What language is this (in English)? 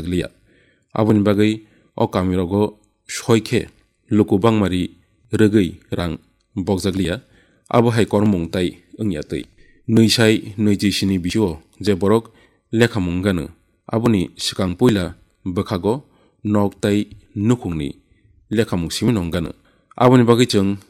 Kok Borok